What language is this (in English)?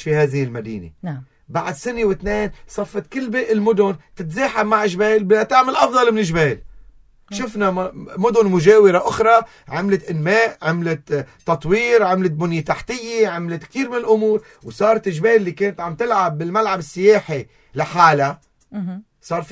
North Levantine Arabic